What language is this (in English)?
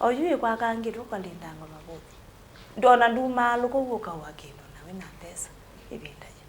Kamba